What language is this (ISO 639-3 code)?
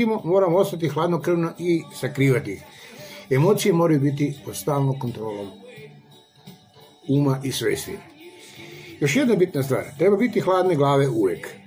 srp